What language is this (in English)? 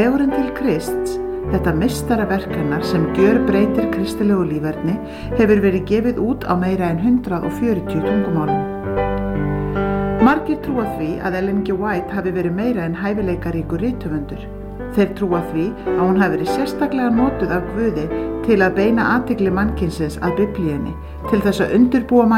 Icelandic